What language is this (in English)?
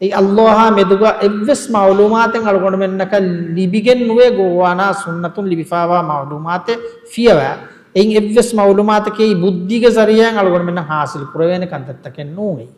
Divehi